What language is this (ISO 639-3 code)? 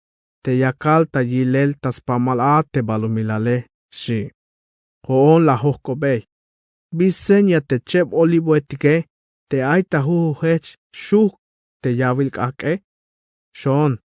tzh